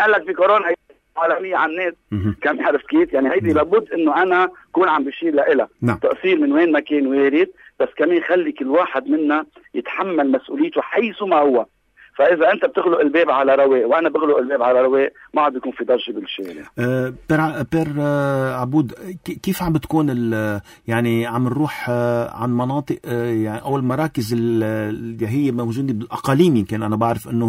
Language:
North Levantine Arabic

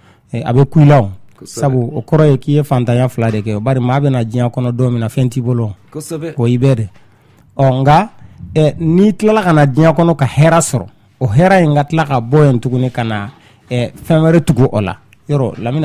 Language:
Bambara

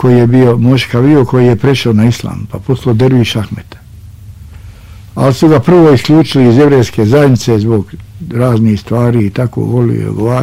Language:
Bosnian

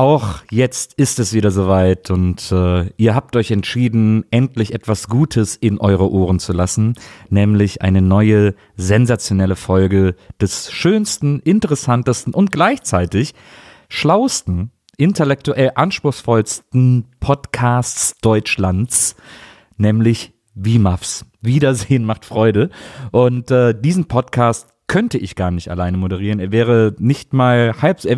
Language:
German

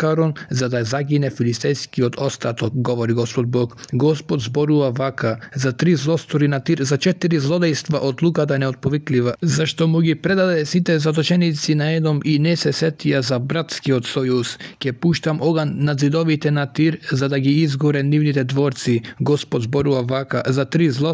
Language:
Macedonian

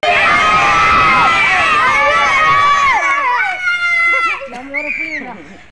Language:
Telugu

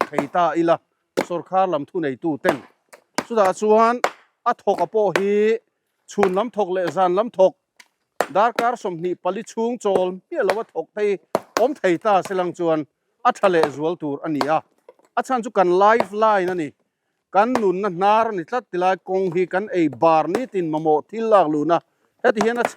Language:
Mizo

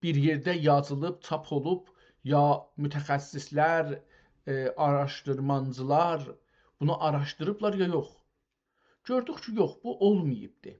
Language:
South Azerbaijani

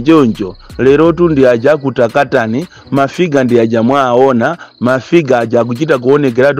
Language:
Nyanja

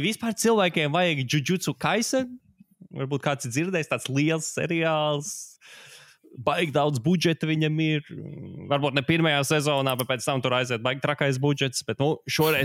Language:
Latvian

